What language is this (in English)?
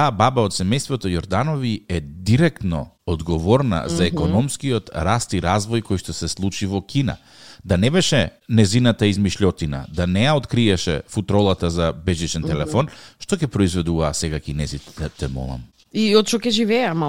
Macedonian